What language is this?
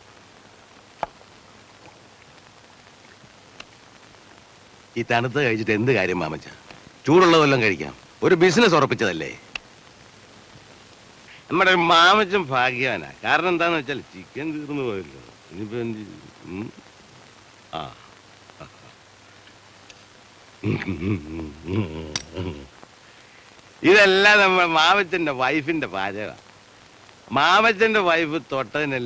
Malayalam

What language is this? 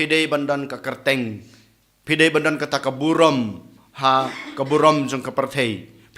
Khasi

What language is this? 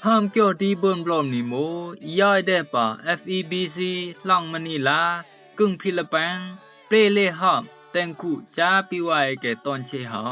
Rumai Palaung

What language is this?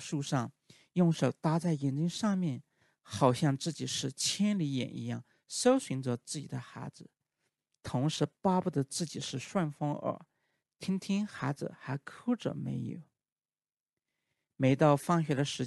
Chinese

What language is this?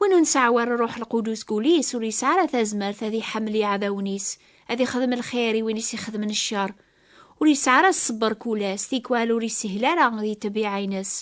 Kabyle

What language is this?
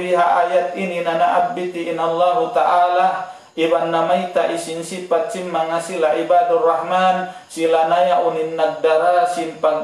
Tausug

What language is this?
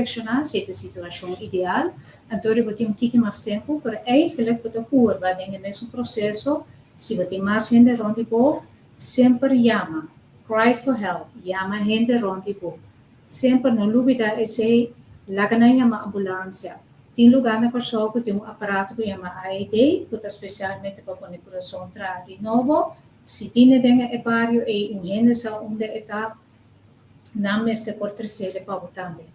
Papiamento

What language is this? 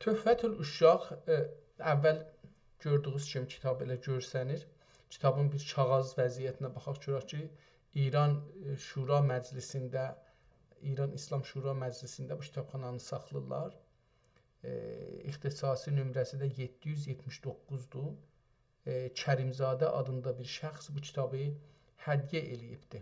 South Azerbaijani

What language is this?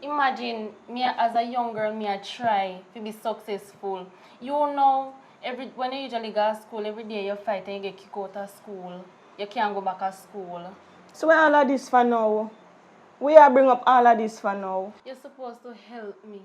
Jamaican Creole English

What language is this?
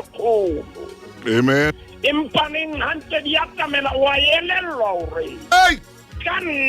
Southern Sotho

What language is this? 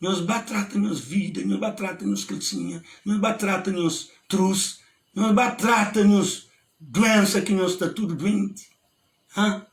Kabuverdianu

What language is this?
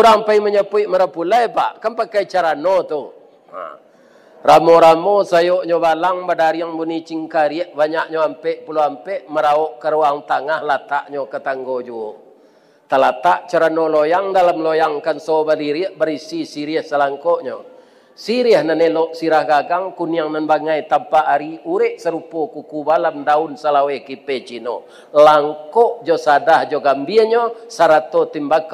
Minangkabau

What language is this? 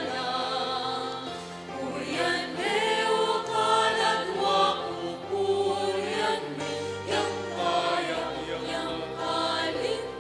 Pampanga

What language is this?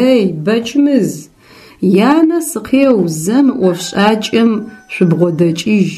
Adyghe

